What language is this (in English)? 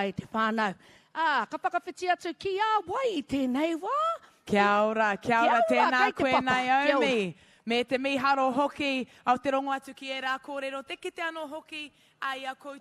Māori